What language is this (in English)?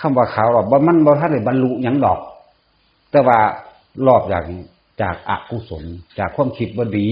Northeastern Thai